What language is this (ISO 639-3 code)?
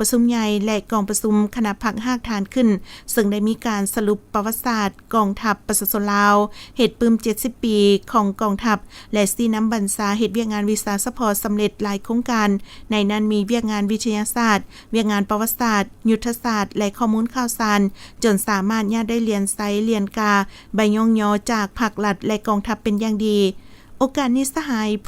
lao